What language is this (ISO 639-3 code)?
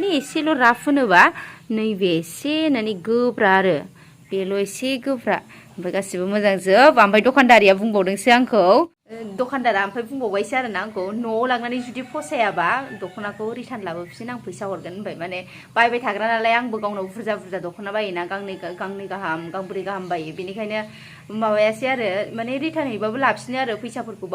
brx